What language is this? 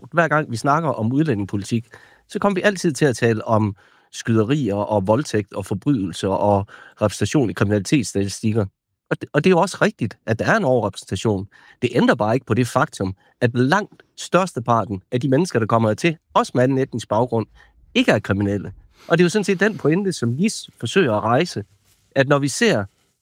Danish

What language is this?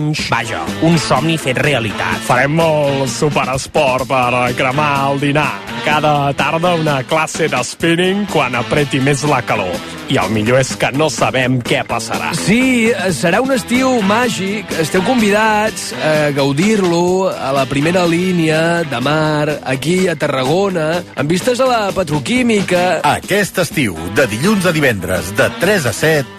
Catalan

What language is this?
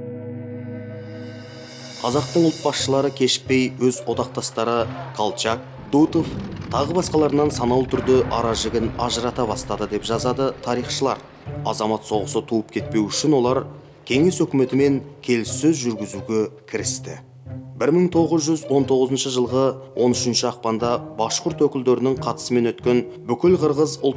Kazakh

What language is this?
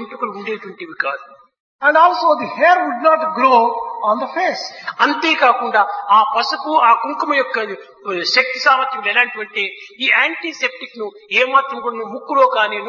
Telugu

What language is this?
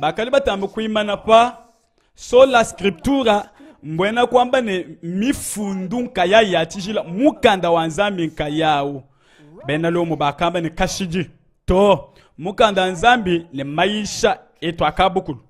Luba-Lulua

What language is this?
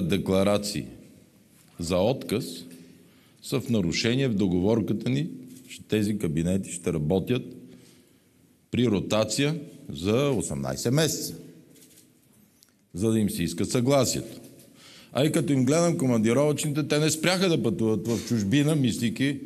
Bulgarian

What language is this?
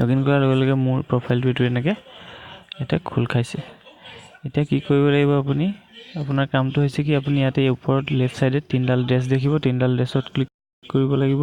Assamese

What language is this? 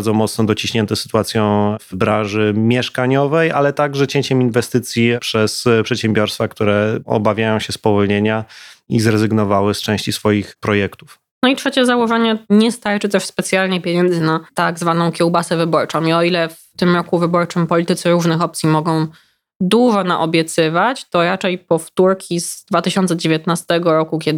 Polish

